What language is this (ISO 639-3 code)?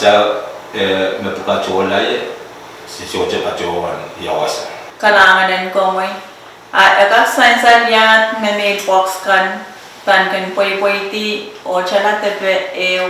pon